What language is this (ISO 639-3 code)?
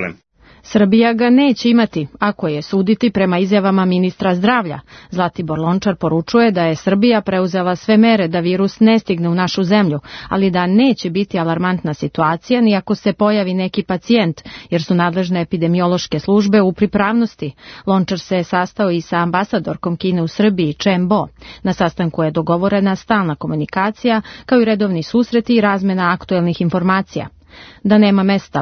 srp